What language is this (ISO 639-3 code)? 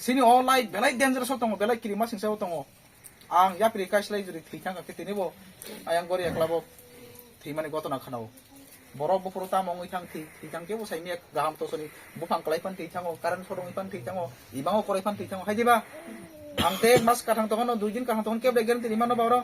trp